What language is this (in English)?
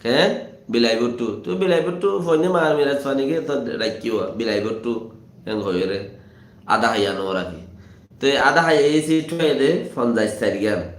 Rohingya